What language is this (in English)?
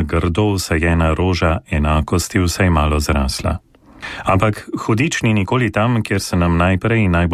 Slovenian